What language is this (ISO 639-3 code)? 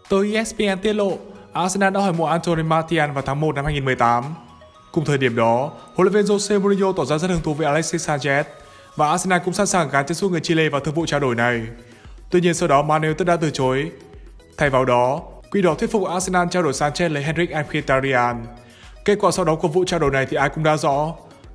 vie